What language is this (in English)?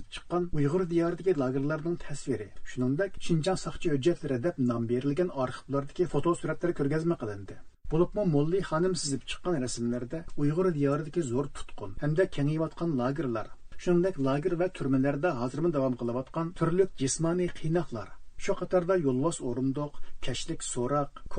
Uyghur